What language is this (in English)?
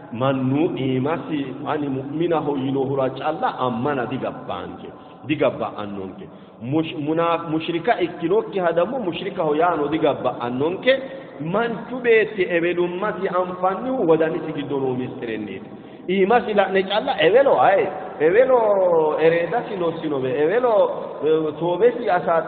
Sidamo